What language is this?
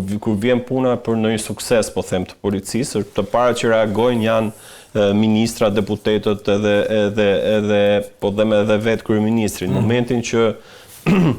Albanian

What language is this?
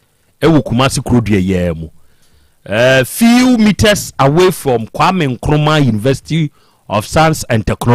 Akan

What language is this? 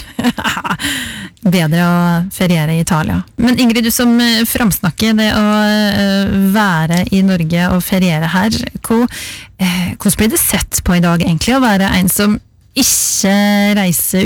Norwegian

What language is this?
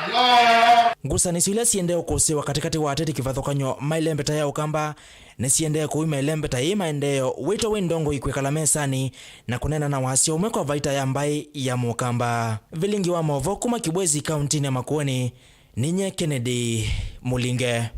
Kamba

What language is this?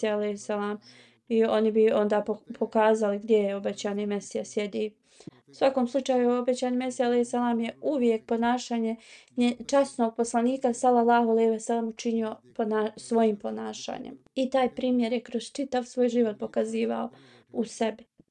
Bosnian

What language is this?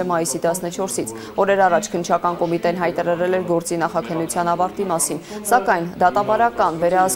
Armenian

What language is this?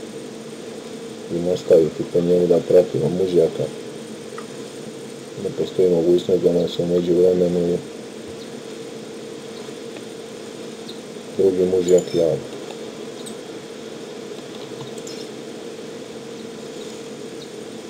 Croatian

